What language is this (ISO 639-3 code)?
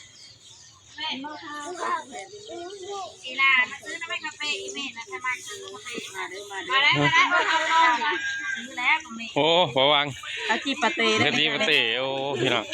lao